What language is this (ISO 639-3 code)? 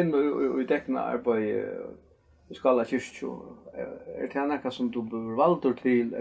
fao